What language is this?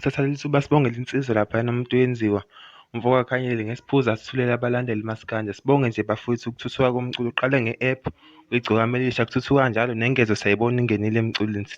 Zulu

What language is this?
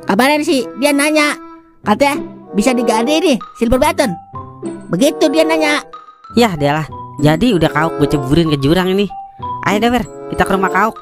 Betawi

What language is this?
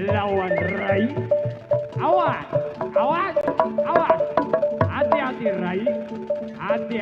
Betawi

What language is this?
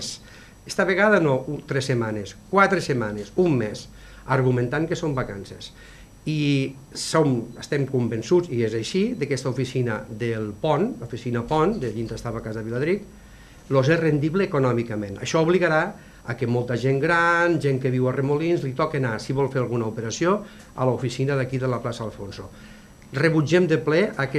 Catalan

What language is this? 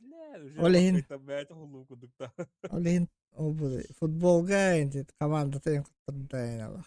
Yakut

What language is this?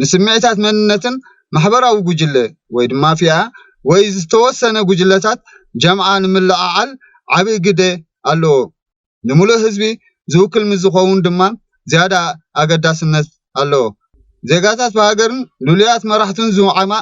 Tigrinya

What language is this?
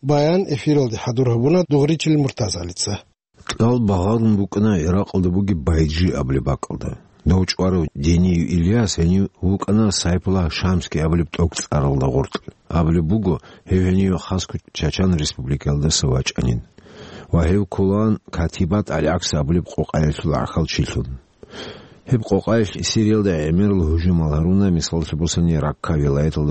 Avaric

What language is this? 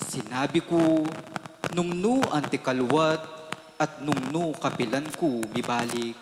Pampanga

